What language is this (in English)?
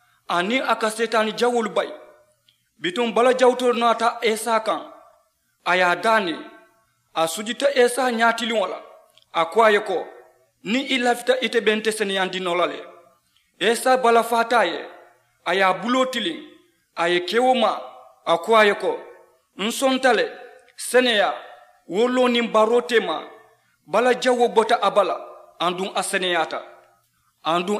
Mandingo